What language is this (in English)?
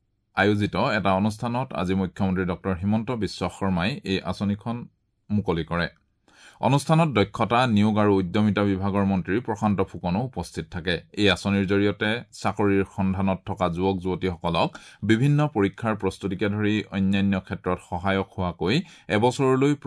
Assamese